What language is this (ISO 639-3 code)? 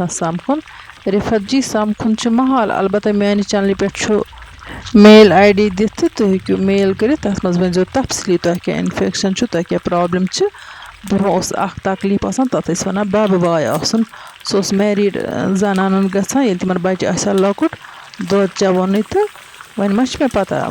kas